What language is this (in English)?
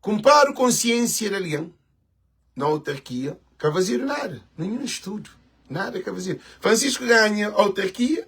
Kabuverdianu